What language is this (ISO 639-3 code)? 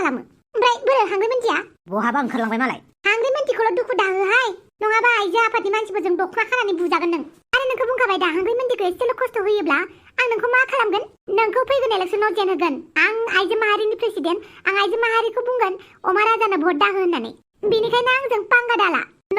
brx